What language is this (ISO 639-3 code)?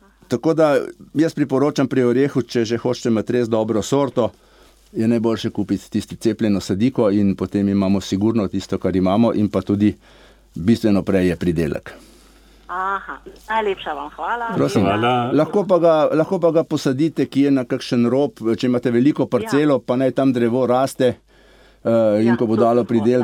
slv